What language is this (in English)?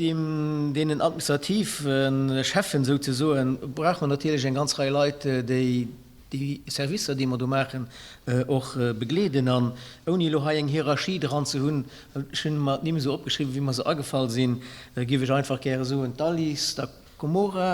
Luxembourgish